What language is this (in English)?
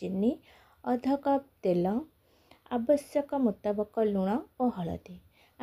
Odia